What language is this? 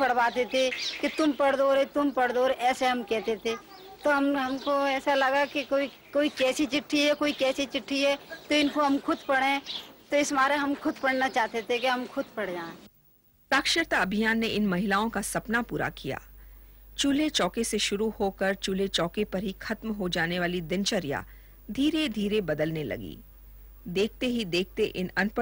Hindi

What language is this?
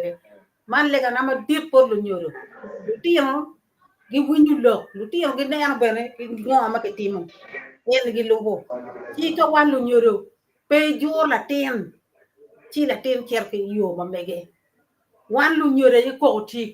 Acoli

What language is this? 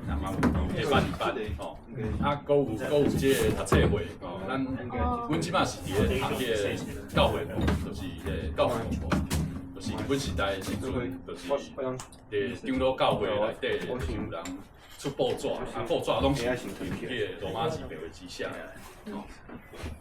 Min Nan Chinese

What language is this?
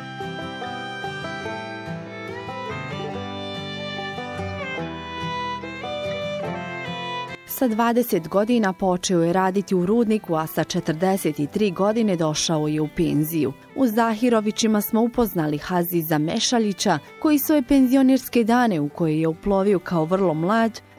Bosnian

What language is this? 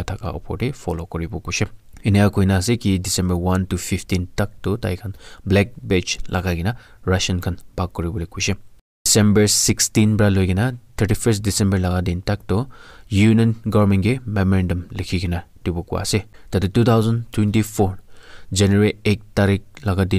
Naga Pidgin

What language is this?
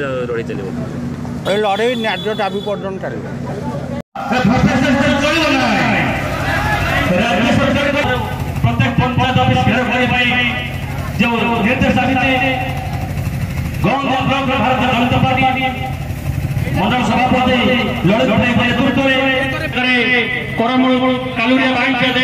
Odia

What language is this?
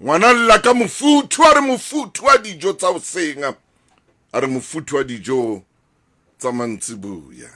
Southern Sotho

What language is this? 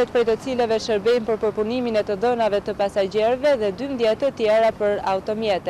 Albanian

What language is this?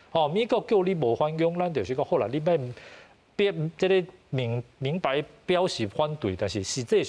Min Nan Chinese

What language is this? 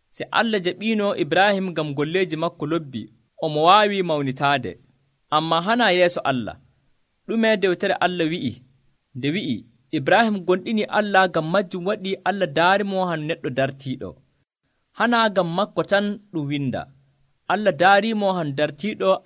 Nigerian Fulfulde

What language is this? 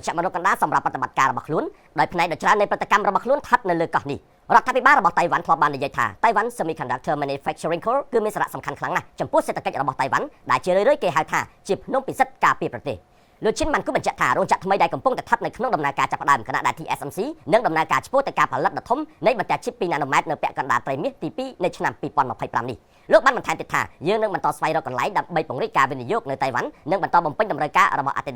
Khmer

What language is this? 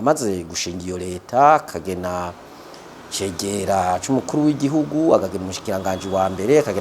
Rundi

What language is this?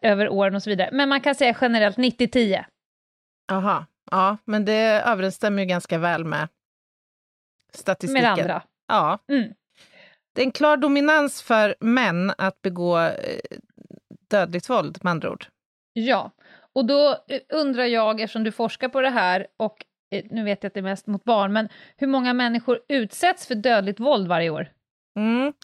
Swedish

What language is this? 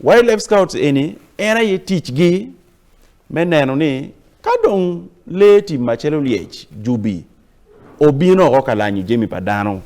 Acoli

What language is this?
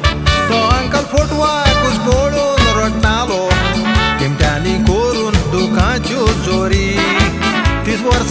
Konkani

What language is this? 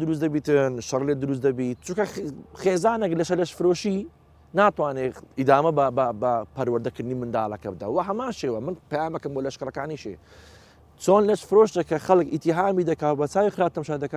Central Kurdish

